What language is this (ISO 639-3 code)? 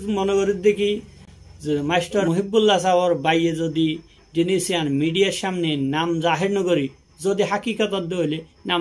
rhg